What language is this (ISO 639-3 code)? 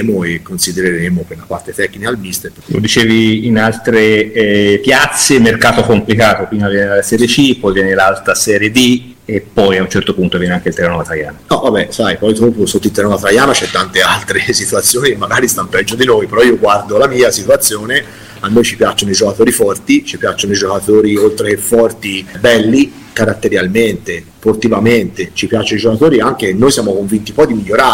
ita